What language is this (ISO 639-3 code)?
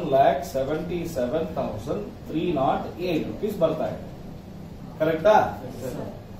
kan